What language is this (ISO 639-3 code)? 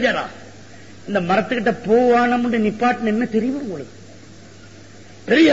tam